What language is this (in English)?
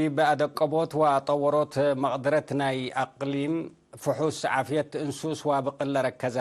Tigre